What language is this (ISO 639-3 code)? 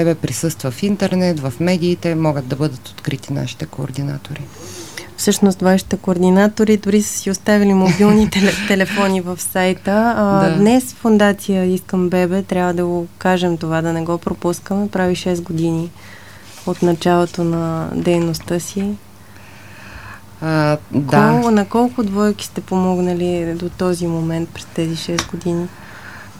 bul